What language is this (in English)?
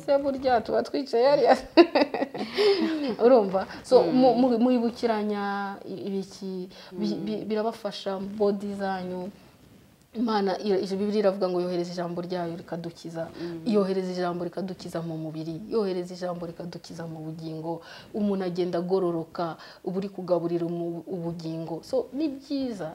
Kinyarwanda